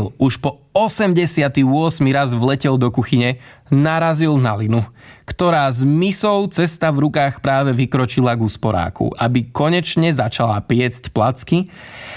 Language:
Slovak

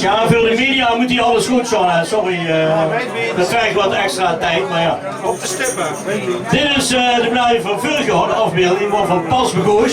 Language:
Limburgish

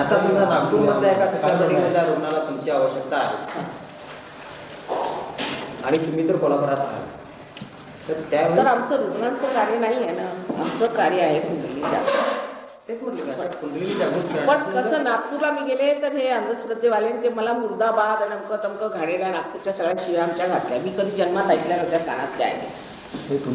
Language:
Marathi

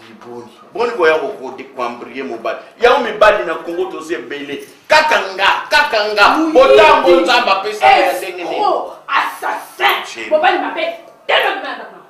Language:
Lingala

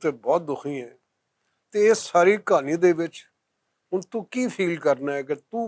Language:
Western Panjabi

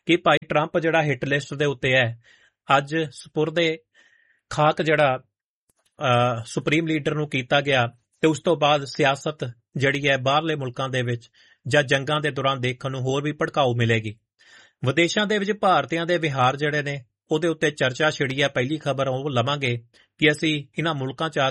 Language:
Punjabi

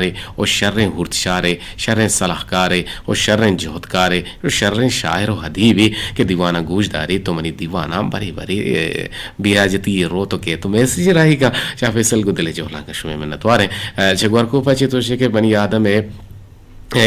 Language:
Eastern Balochi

